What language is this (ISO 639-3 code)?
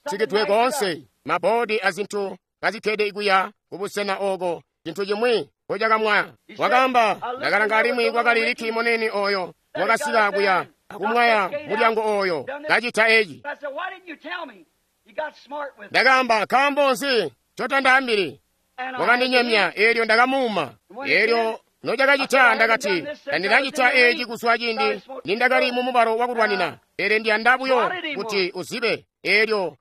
toi